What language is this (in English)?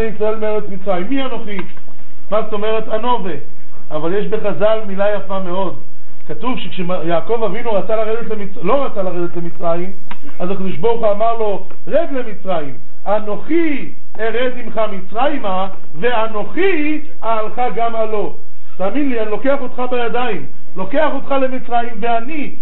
Hebrew